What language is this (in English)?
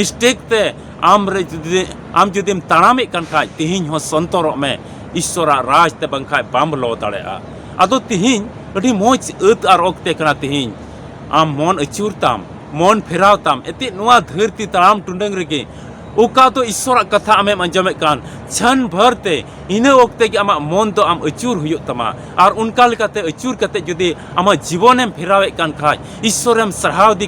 Santali